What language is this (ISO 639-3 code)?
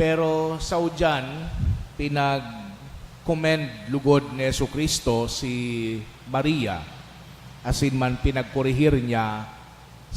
bik